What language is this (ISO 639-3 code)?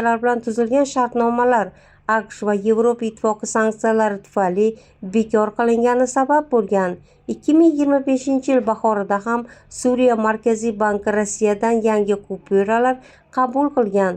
uzb